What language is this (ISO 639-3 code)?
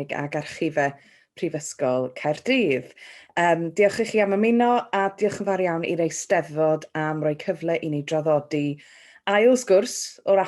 cym